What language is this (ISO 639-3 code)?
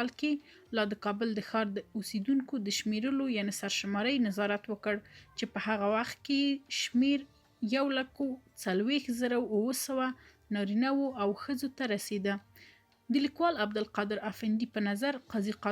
pus